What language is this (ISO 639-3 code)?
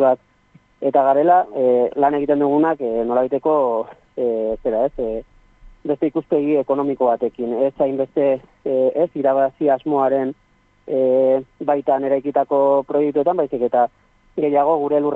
eus